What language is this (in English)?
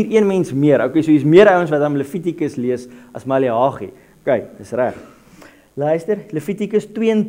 Afrikaans